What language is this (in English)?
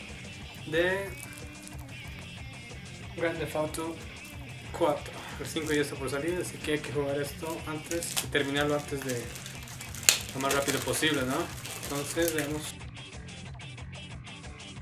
Spanish